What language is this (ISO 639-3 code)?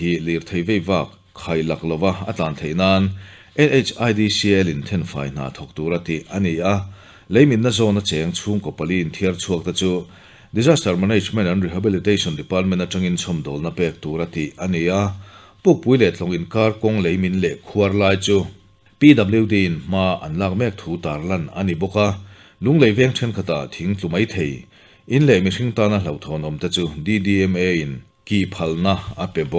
lus